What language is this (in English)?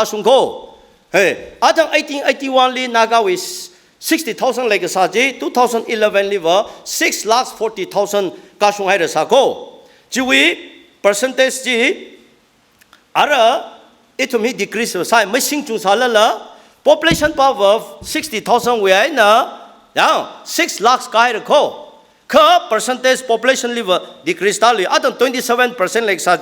Tangkhul Naga (India)